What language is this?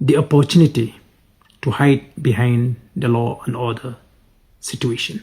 Khasi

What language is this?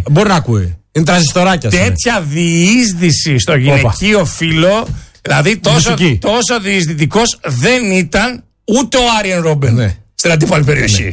Greek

